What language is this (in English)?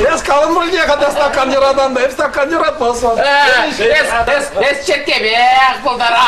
Chuvash